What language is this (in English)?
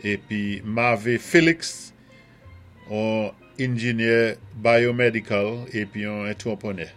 Saint Lucian Creole French